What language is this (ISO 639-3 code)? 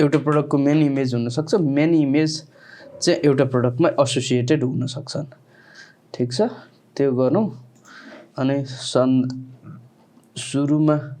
nep